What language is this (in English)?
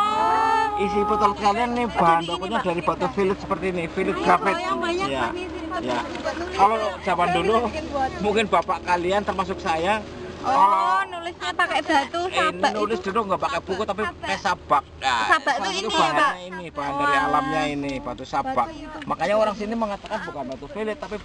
Indonesian